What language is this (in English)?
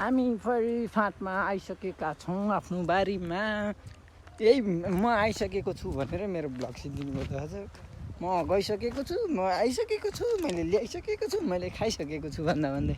Nepali